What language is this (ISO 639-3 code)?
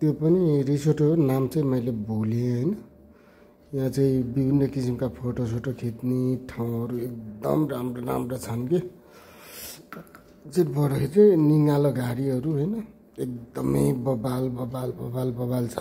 nep